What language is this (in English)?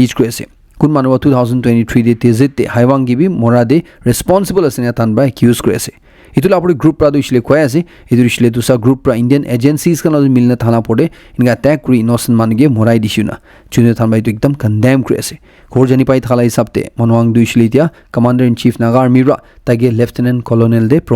Naga Pidgin